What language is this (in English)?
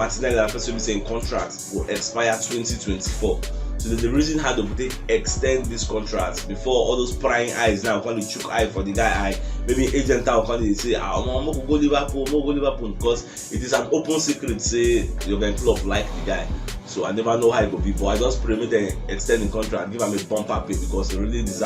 Nigerian Pidgin